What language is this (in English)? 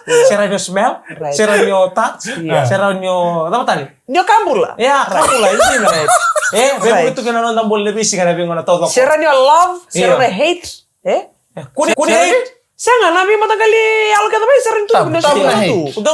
Fijian